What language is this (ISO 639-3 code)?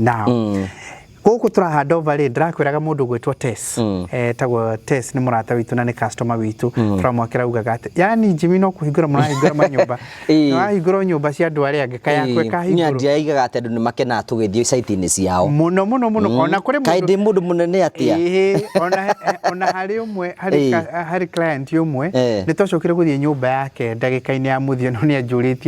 kik